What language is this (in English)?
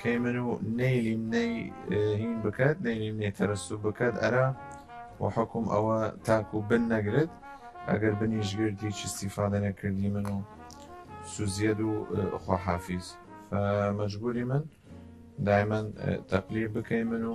Southern Kurdish